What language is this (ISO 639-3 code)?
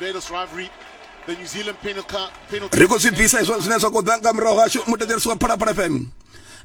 ven